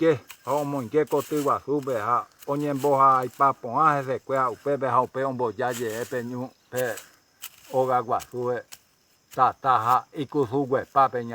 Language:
Guarani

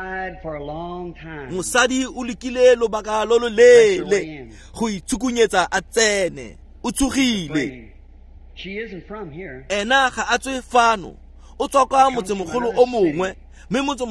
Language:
Tswana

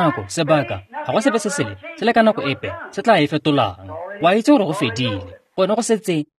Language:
Tswana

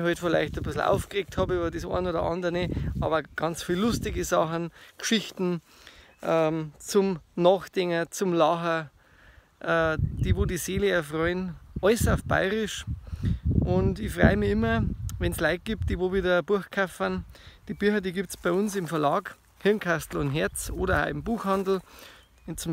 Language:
Bavarian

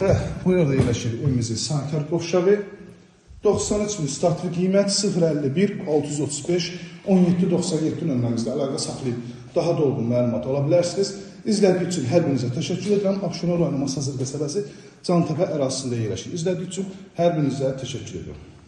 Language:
Azerbaijani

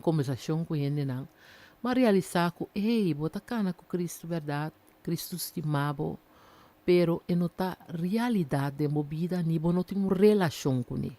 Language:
Papiamento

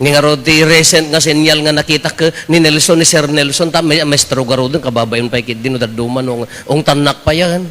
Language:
Iloko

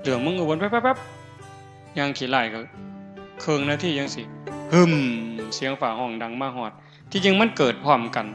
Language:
Northeastern Thai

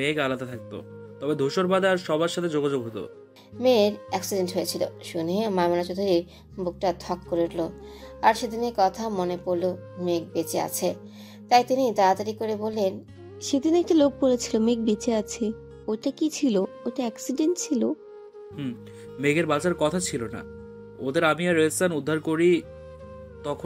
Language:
Bangla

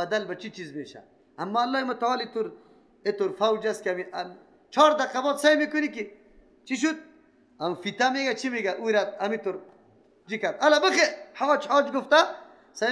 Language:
Persian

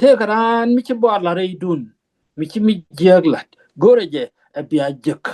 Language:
Nuer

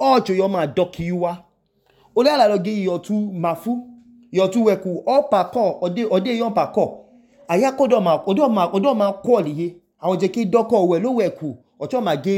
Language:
Idoma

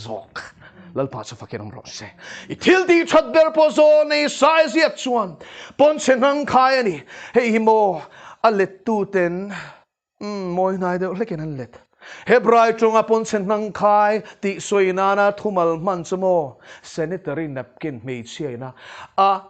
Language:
Mizo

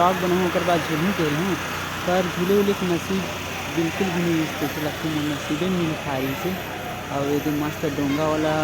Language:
Chhattisgarhi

